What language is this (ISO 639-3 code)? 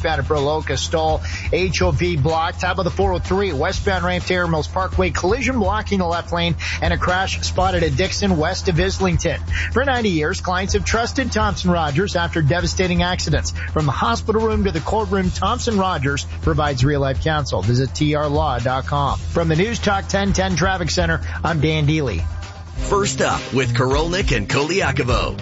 eng